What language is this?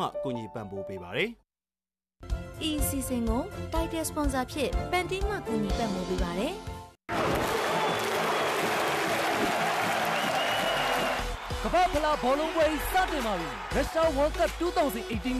Burmese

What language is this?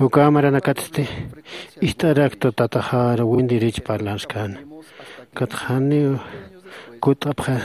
Aymara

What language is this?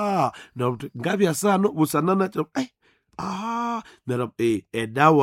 Nande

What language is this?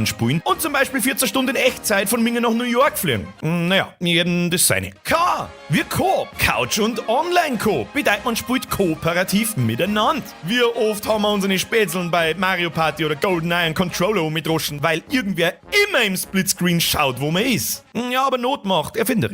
Bavarian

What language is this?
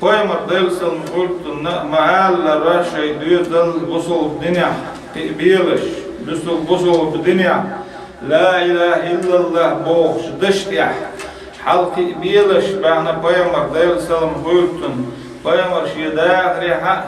Chechen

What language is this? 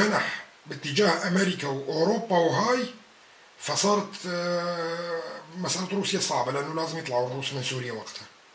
North Levantine Arabic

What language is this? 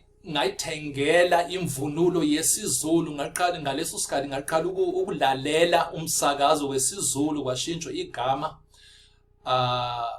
Zulu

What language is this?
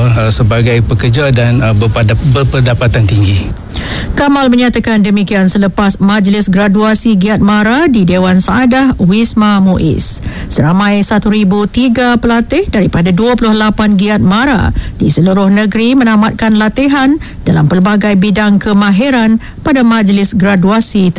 Malay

